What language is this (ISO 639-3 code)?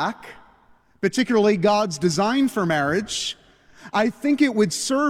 eng